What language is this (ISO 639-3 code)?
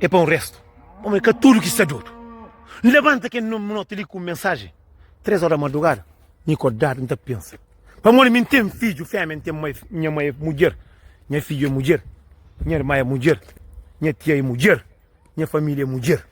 kea